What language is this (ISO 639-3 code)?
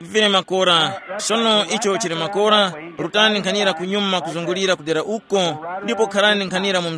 tum